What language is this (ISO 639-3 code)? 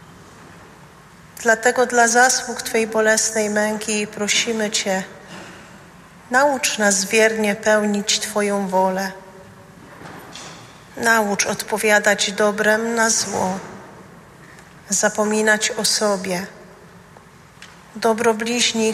pol